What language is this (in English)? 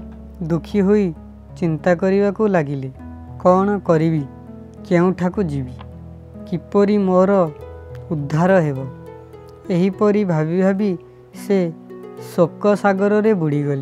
Odia